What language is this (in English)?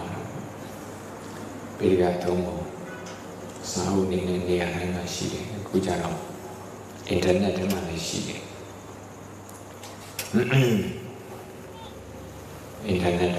Burmese